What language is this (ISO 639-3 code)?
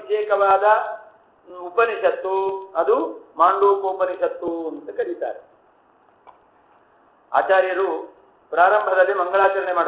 kan